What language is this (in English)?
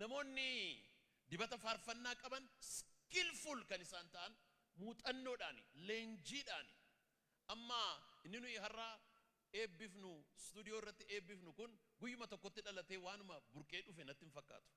Oromo